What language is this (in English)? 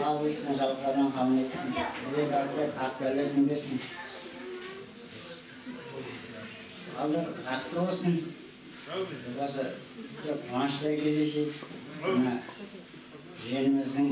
Kazakh